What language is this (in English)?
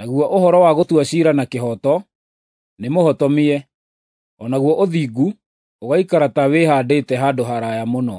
Kikuyu